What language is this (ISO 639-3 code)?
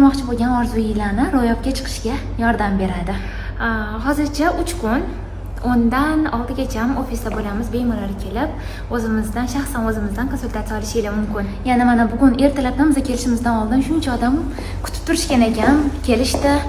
uzb